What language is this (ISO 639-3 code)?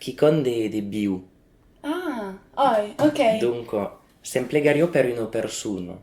oci